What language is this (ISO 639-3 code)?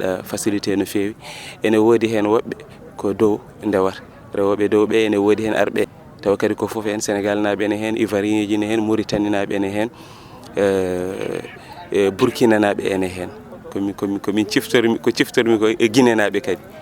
ful